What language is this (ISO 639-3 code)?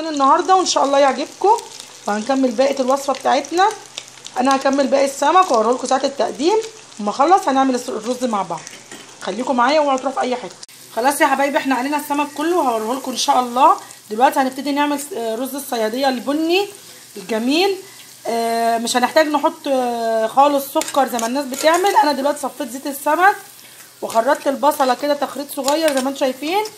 arz